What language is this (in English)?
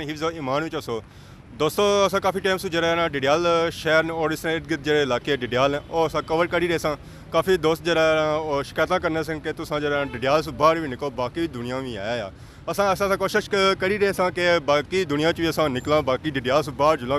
Pahari-Potwari